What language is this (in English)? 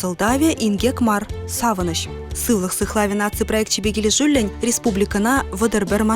Chuvash